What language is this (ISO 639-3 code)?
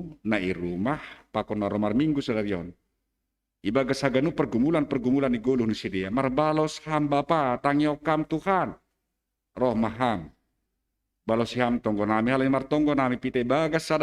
bts